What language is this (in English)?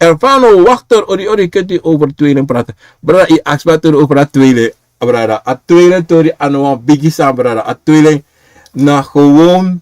Sranan Tongo